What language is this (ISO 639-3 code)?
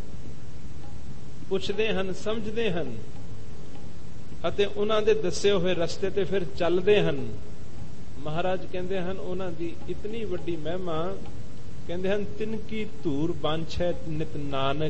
pan